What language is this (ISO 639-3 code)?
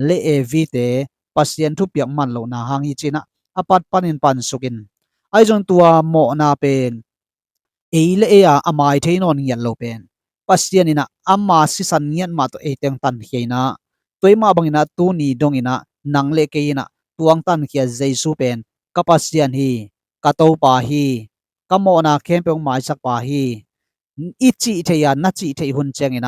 ctd